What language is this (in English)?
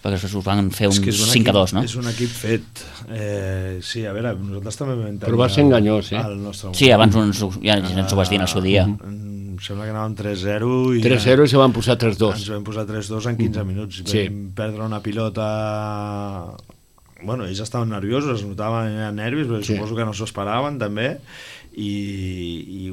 Catalan